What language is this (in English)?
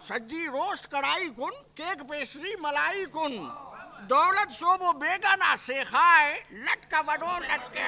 Brahui